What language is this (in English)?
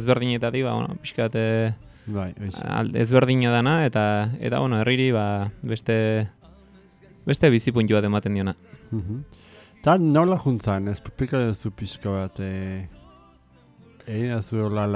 Basque